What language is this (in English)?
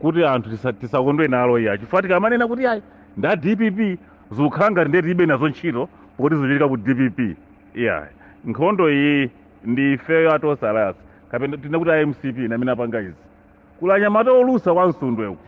Nyanja